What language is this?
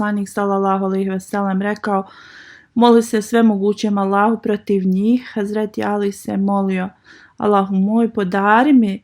Bosnian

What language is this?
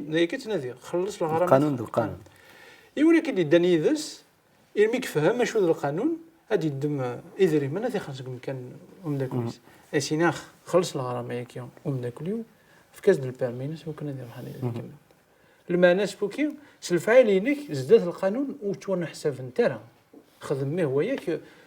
Kabyle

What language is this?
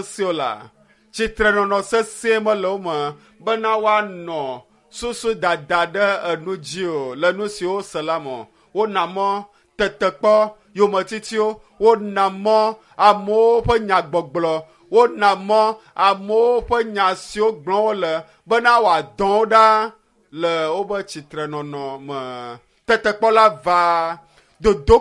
Ewe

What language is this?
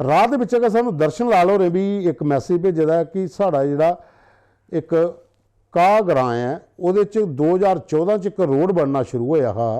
Dogri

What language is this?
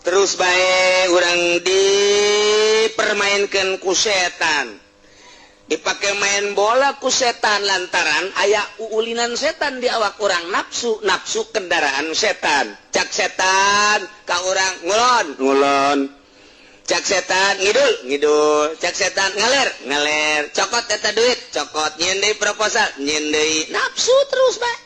Sundanese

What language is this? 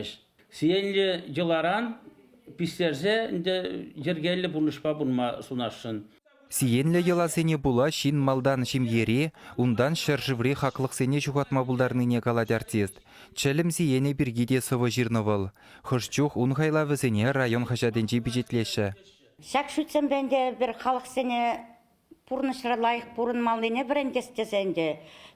Chuvash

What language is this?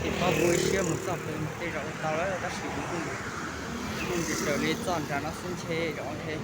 Hmong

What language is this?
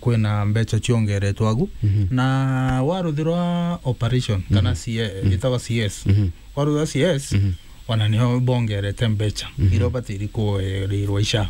Meru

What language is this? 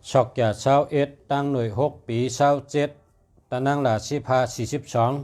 Shan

